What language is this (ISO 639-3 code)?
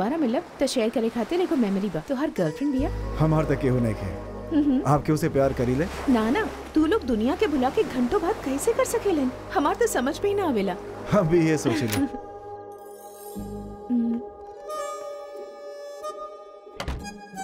bho